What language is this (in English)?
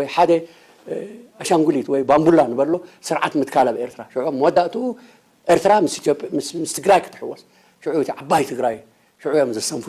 Tigrinya